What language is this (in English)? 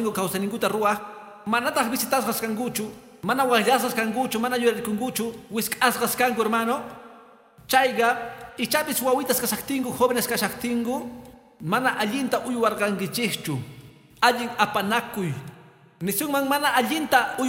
Quechua